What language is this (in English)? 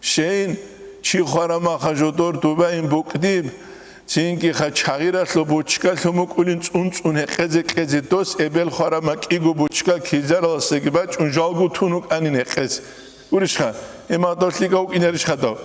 Avaric